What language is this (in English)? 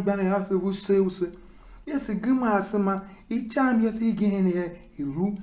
Tiv